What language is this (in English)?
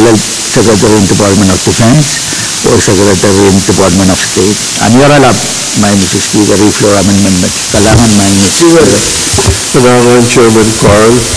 Pohnpeian